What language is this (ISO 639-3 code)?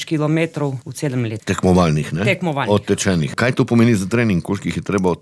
slv